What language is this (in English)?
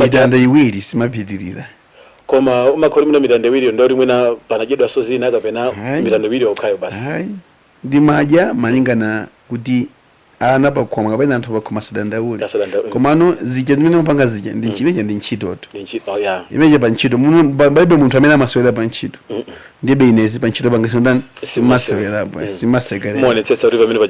Nyanja